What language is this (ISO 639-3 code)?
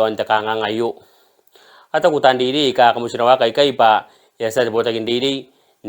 gil